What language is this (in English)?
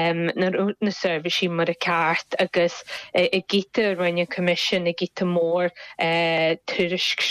Irish